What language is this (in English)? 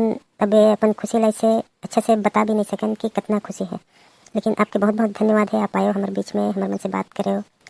Chhattisgarhi